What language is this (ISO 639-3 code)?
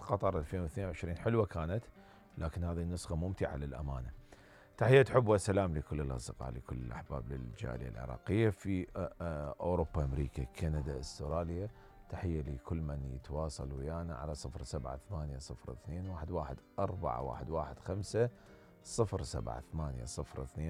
acm